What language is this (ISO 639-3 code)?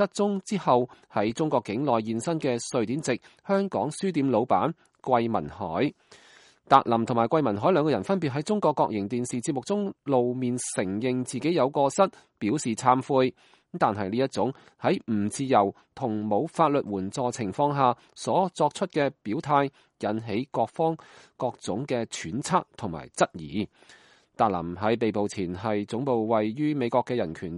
yue